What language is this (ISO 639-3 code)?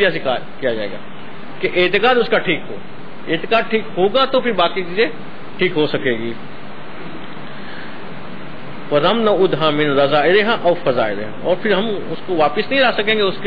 urd